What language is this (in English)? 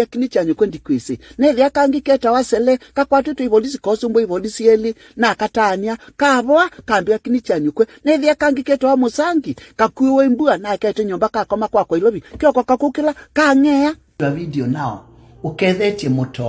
Kamba